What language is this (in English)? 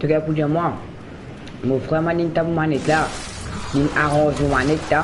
Morisyen